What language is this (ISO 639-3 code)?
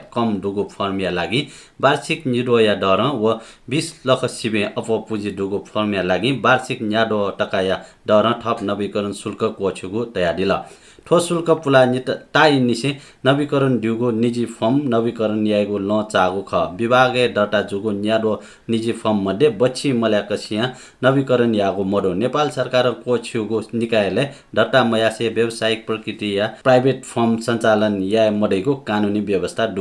new